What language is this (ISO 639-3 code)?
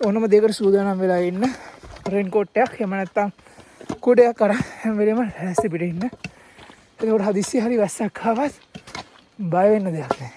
sin